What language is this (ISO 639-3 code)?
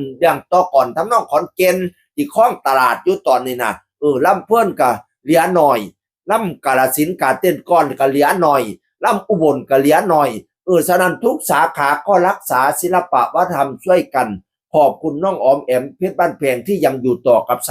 tts